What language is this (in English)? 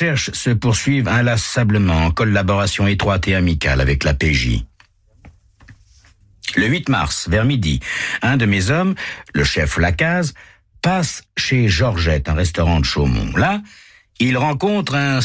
French